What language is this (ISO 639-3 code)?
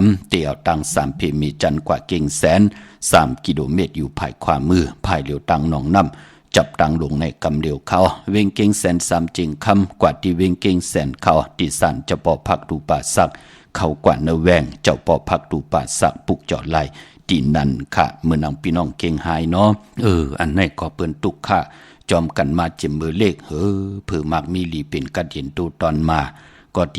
shn